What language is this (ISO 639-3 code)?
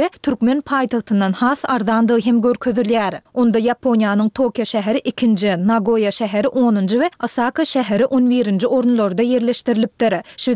tuk